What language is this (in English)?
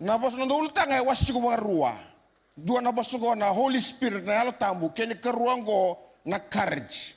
Fijian